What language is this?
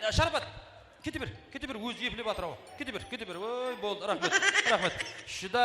Kara-Kalpak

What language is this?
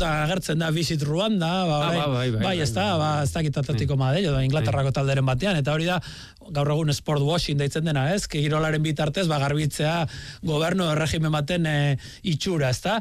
Basque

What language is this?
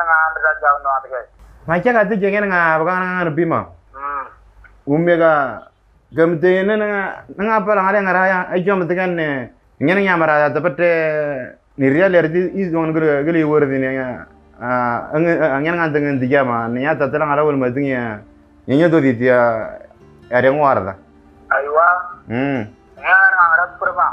Moro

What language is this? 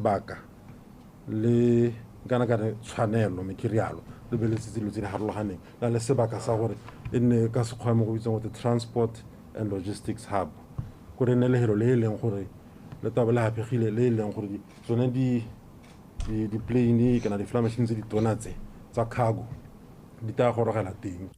Tswana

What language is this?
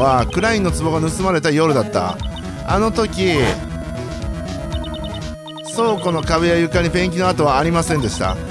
Japanese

